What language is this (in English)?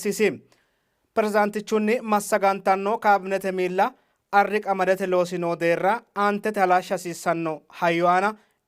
Sidamo